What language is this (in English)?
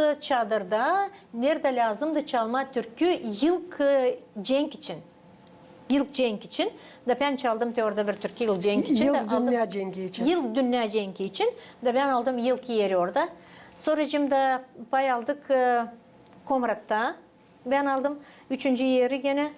Gagauz